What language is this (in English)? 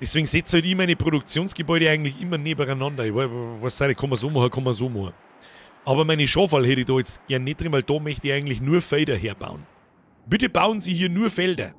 Bavarian